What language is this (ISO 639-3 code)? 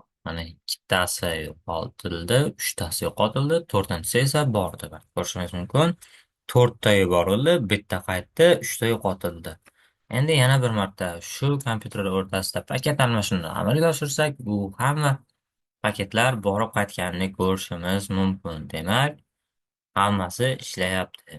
uzb